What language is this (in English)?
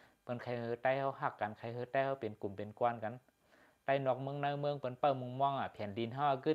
Shan